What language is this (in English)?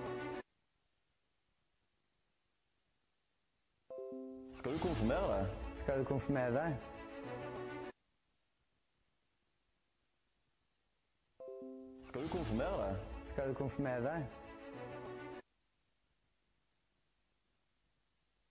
Norwegian